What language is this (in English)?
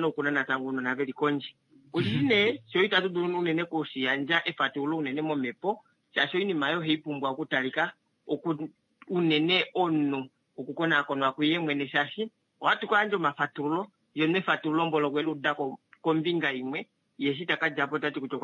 Kuanyama